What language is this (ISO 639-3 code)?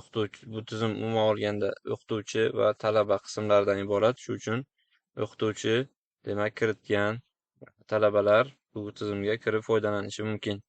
uzb